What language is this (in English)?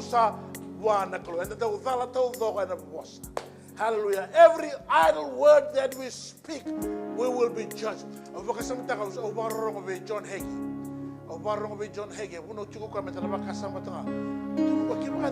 Fijian